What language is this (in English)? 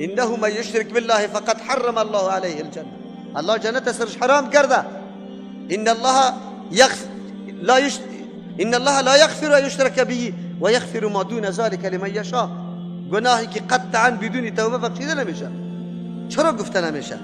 Persian